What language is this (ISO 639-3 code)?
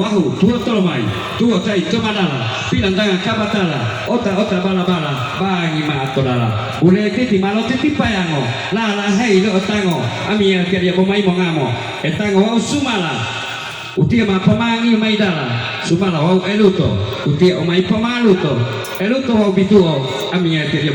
gor